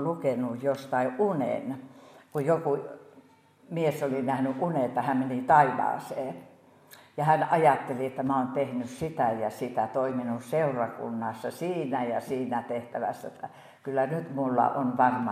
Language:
Finnish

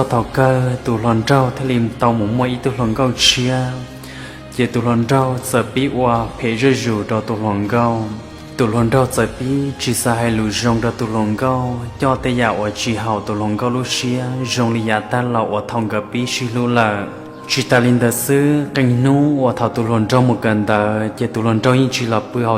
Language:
Hmong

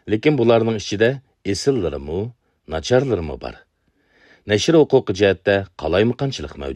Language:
Uyghur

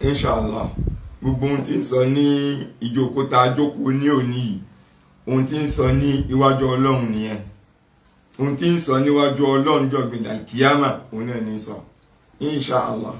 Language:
Yoruba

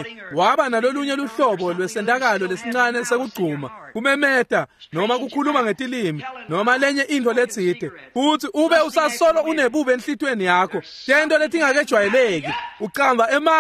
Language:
Swati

